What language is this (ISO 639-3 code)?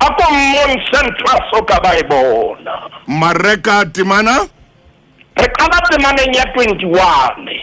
sot